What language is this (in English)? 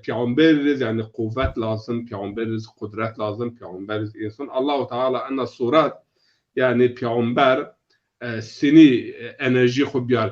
Zaza